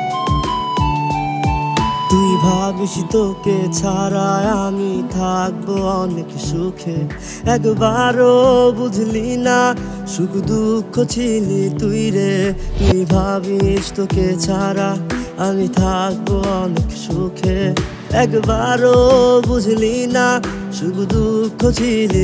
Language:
Bangla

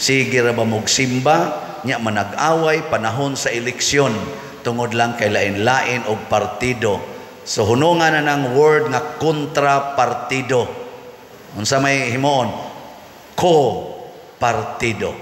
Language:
Cebuano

